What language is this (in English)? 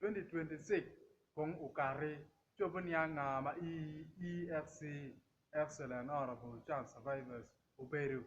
Acoli